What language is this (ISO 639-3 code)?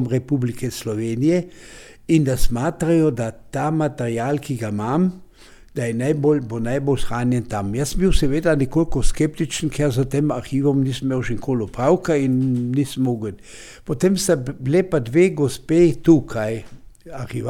slv